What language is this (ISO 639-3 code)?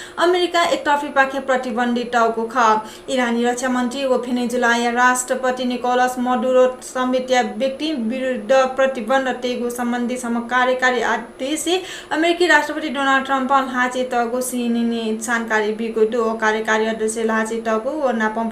new